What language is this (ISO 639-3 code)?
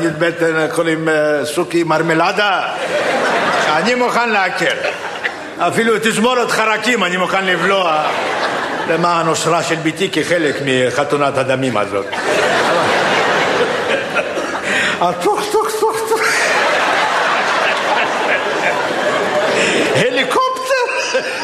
heb